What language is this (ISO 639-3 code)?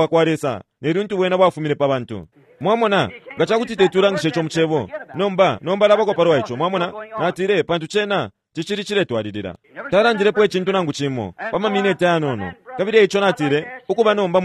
bem